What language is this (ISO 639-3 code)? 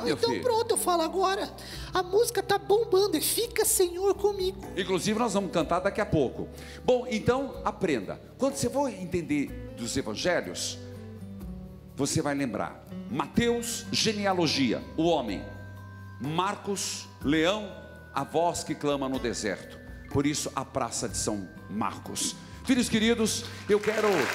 por